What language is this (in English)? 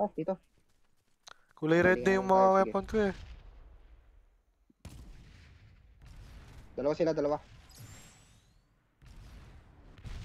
Filipino